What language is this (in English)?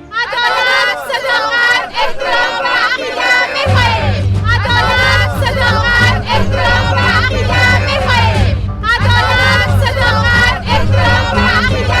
Persian